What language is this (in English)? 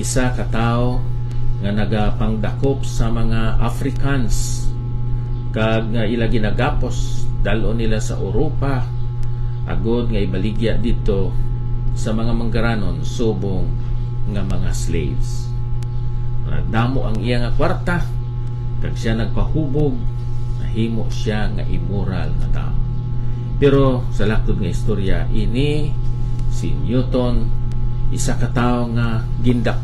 Hiligaynon